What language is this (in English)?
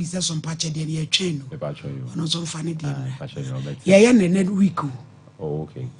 Akan